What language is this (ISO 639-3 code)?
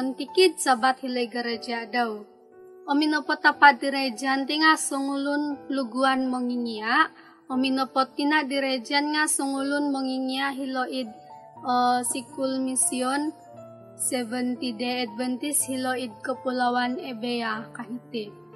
dtp